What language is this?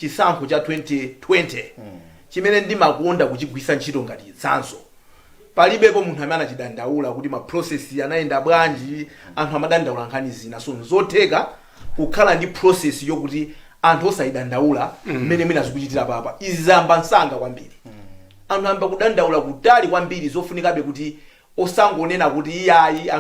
Nyanja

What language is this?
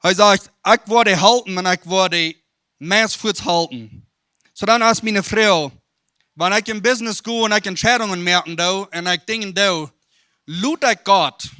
Plautdietsch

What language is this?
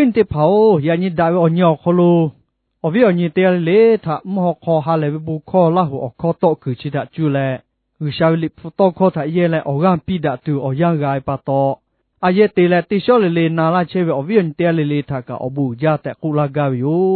Lahu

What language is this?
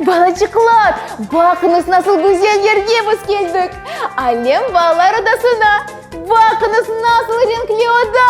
Crimean Tatar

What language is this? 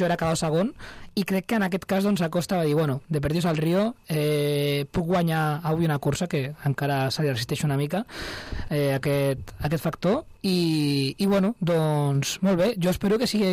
Catalan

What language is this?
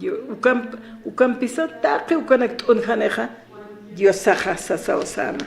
Aymara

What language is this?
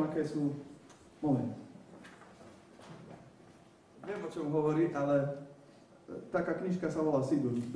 Slovak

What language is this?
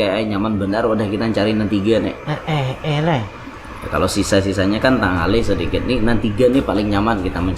Banjar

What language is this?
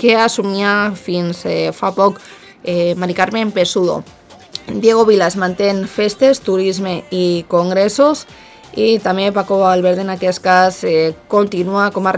Catalan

